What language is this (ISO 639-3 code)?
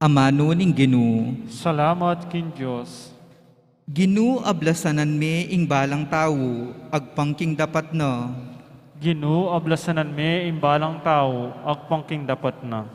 pam